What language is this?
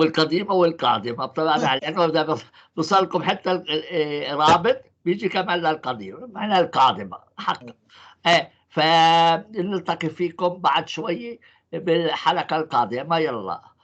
North Levantine Arabic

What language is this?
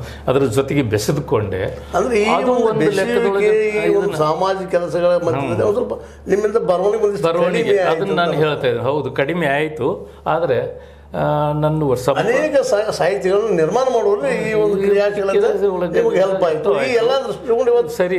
Kannada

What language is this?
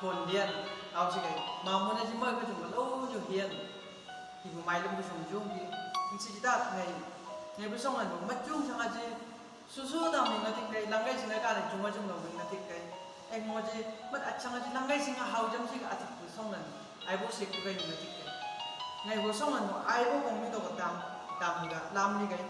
Chang Naga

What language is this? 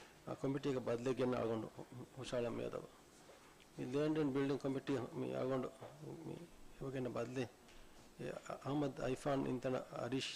Divehi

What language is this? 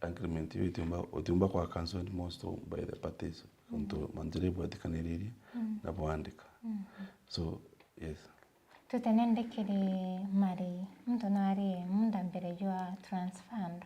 Meru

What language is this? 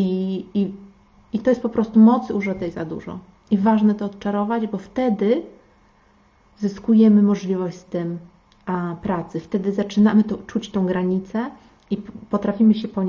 Polish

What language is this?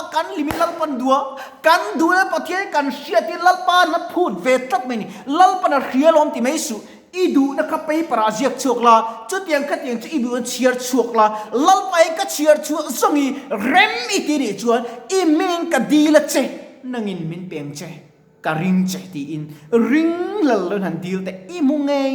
Mizo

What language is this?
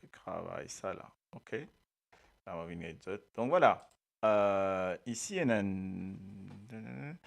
Morisyen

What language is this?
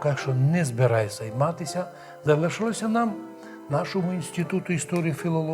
Rusyn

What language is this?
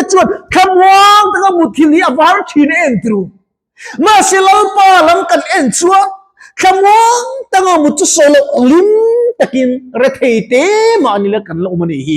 Mizo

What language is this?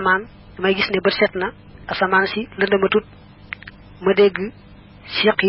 Wolof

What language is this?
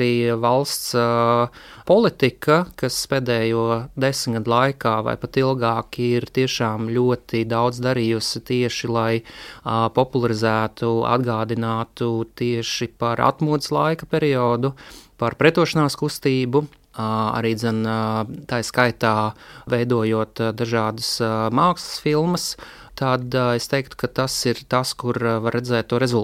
Latvian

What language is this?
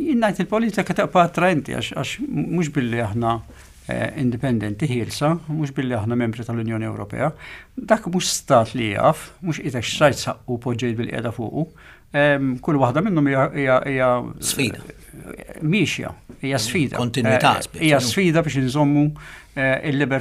Maltese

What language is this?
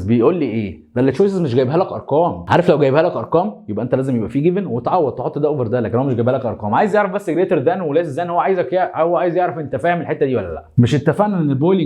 Egyptian Arabic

